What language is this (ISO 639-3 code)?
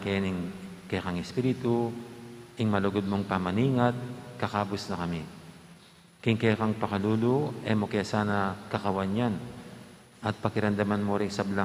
pam